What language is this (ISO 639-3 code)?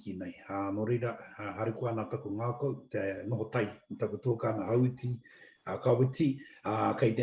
mri